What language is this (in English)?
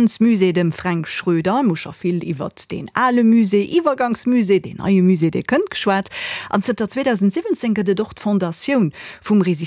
Luxembourgish